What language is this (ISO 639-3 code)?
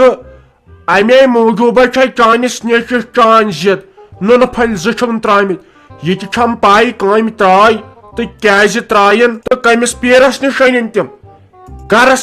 kas